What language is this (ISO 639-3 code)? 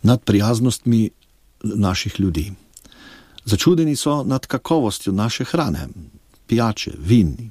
slv